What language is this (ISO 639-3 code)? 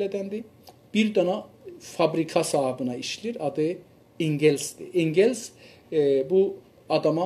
azb